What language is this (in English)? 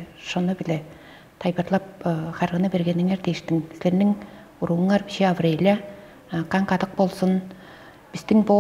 Tuvinian